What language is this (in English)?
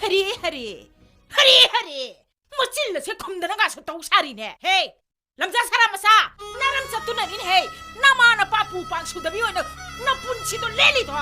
Manipuri